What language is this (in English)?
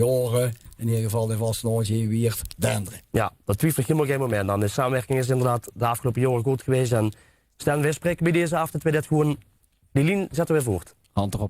Limburgish